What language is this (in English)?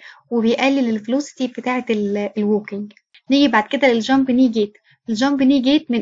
Egyptian Arabic